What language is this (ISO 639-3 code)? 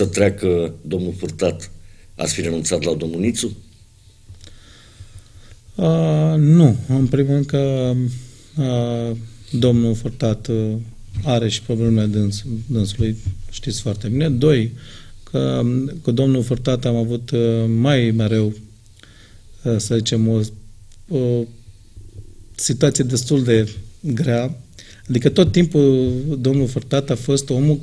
ron